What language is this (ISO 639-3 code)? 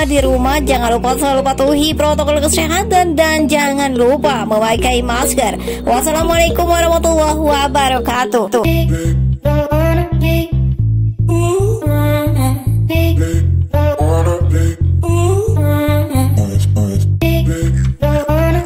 ind